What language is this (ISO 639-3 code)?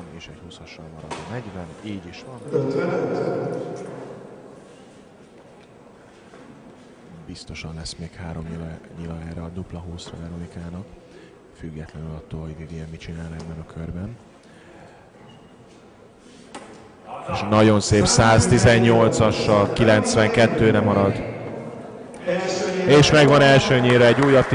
hun